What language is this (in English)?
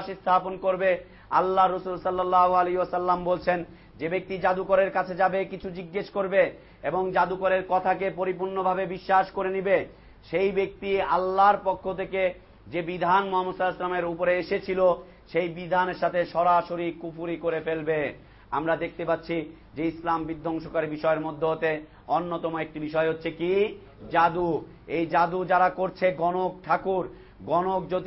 Bangla